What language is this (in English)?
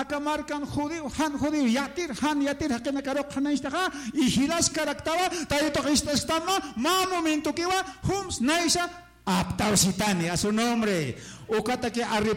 Aymara